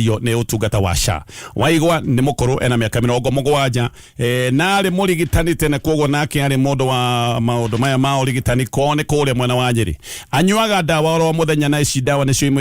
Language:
Kikuyu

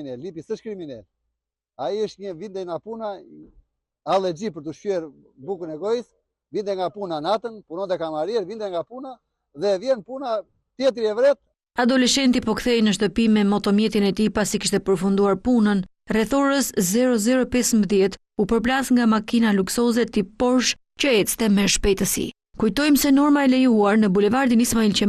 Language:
Albanian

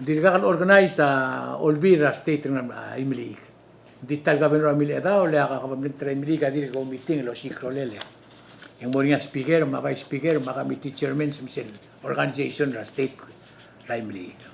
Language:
Palauan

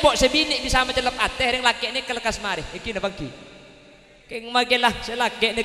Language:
Madurese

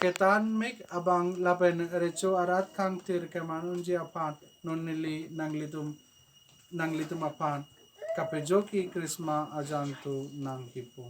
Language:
Karbi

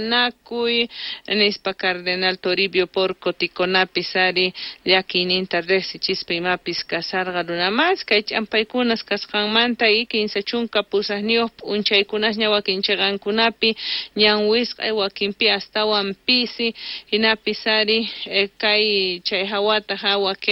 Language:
South Bolivian Quechua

